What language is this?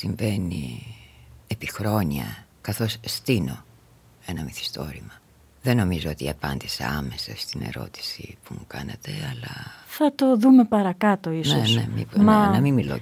Greek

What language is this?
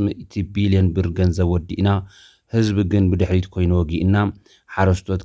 Tigrinya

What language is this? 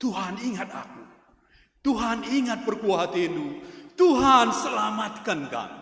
Batak Karo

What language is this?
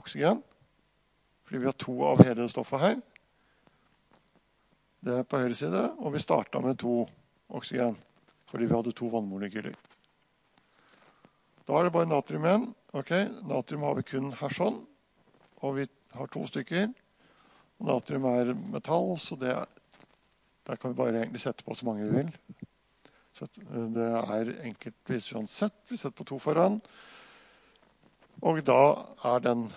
Norwegian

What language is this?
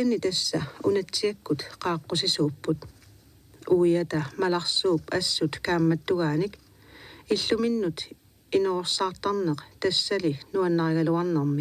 Kalaallisut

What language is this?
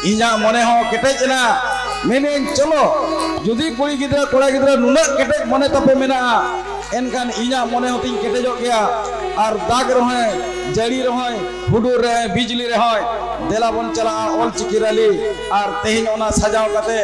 Santali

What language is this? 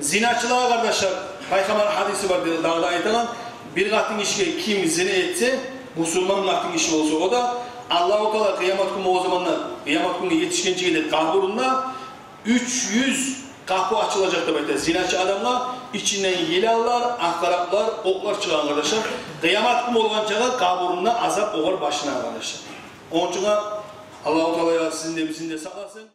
Kumyk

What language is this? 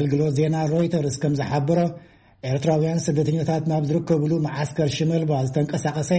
Tigrinya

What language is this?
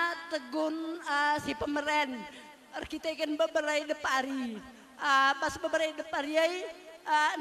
Batak Karo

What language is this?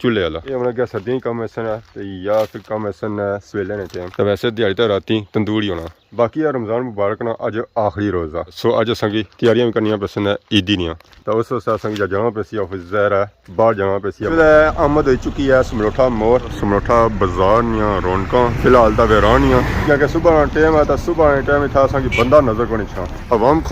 Pahari-Potwari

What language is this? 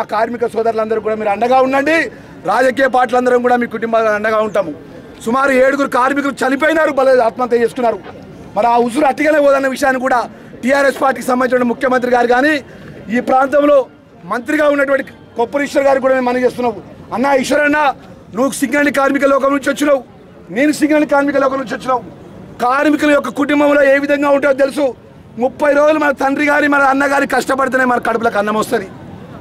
Telugu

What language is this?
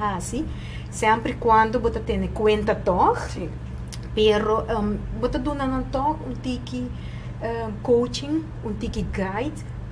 Papiamento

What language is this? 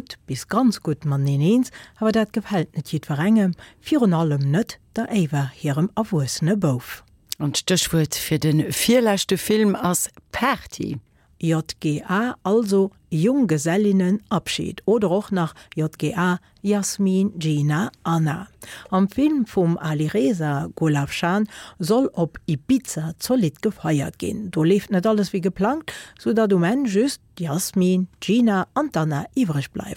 Luxembourgish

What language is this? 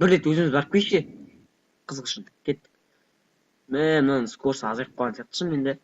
Kazakh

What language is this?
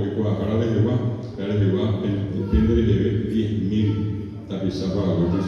Guarani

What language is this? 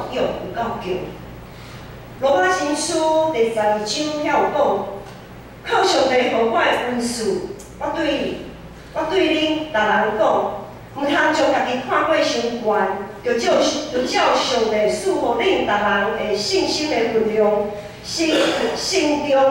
Min Nan Chinese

